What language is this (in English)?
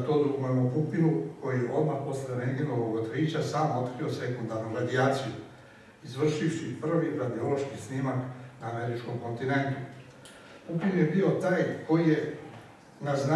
Serbian